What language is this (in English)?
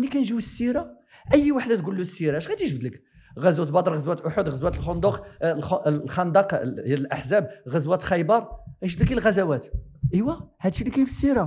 Moroccan Arabic